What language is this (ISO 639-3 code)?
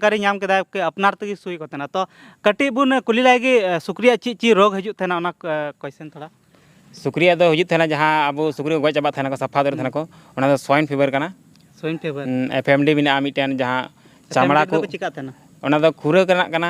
sat